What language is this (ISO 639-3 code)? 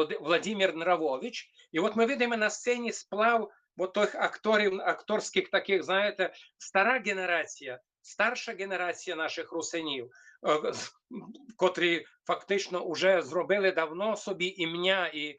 rue